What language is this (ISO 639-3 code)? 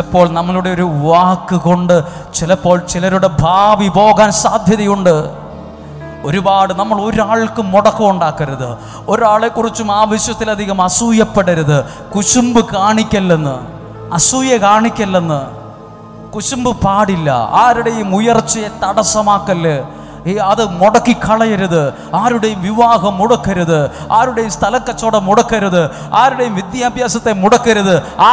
mal